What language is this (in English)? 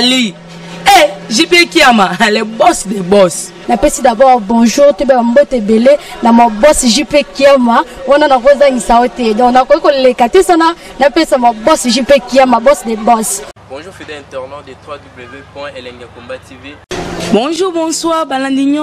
Lingala